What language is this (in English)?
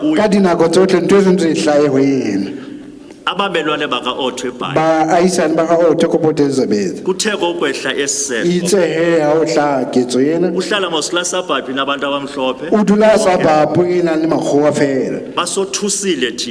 Southern Sotho